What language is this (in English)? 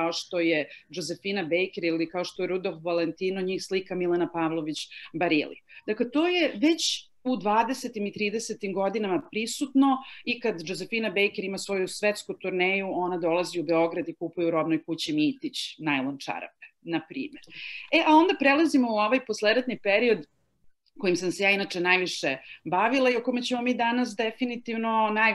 Serbian